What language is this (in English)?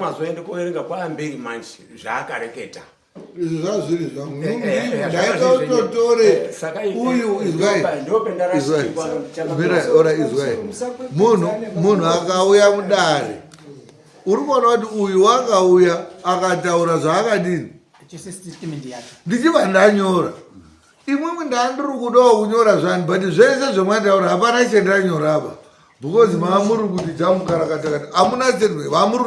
Shona